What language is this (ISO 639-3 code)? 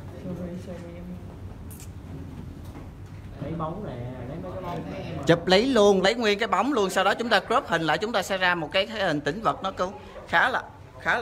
vie